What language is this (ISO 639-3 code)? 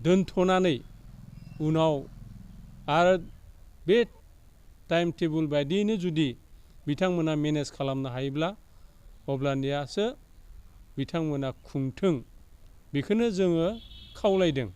brx